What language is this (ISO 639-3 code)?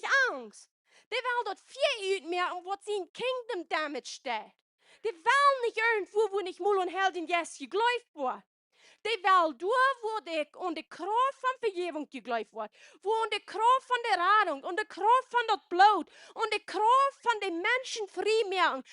pdt